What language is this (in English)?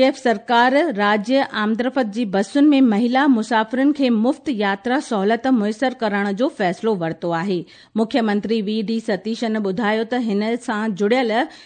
Sindhi